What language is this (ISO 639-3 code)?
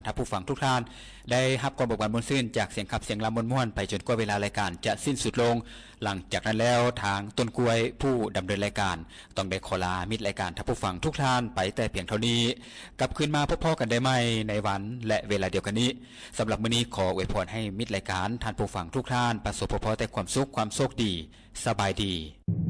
lao